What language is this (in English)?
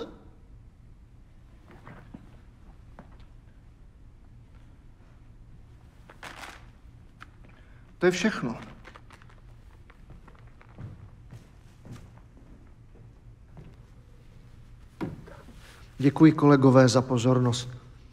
Czech